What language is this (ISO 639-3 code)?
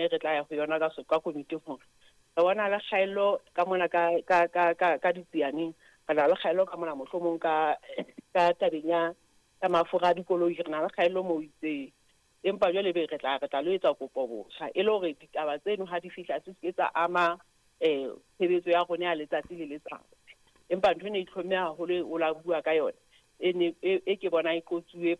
sot